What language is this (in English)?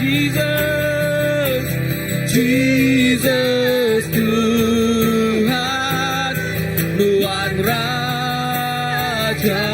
Iban